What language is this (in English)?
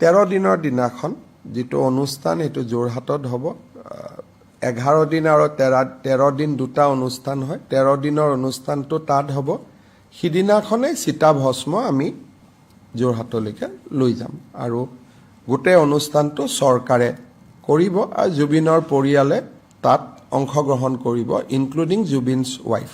Assamese